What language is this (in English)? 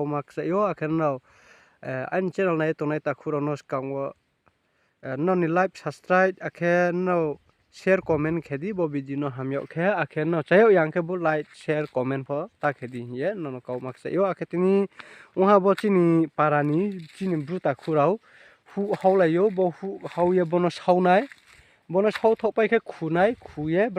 Riang (India)